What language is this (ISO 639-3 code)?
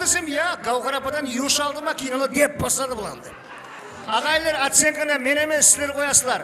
kaa